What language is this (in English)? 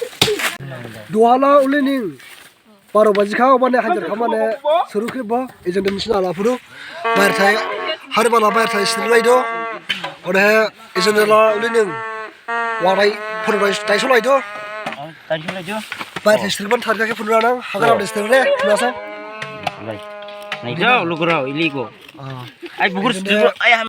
Dimasa